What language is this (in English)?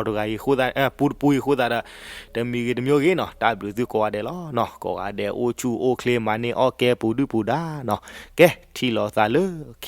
S'gaw Karen